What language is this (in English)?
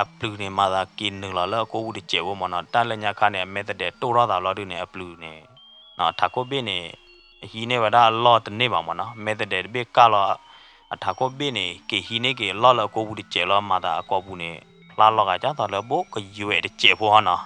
S'gaw Karen